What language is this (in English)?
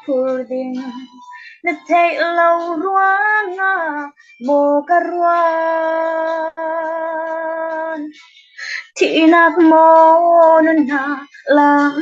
Falam Chin